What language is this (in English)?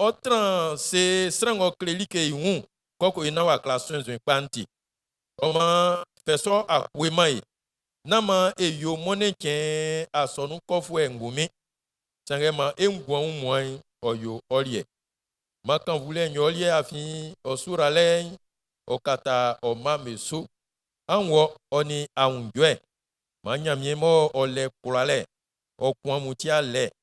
Baoulé